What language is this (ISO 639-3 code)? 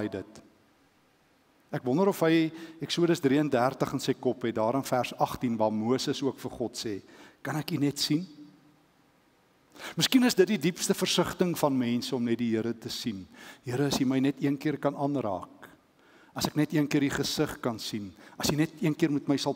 afr